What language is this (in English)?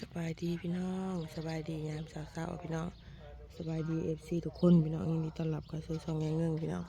Northeastern Thai